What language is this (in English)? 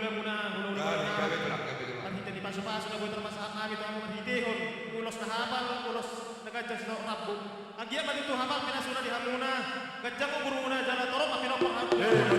Batak Toba